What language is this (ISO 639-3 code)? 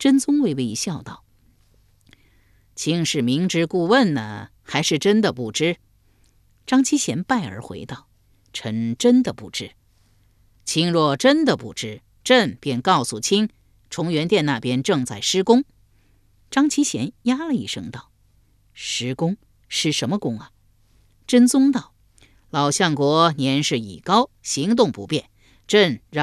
zho